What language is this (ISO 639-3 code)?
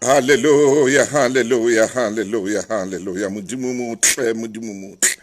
sot